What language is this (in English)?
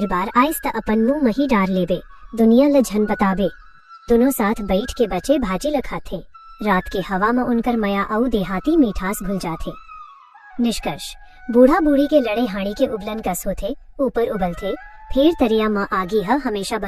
Chhattisgarhi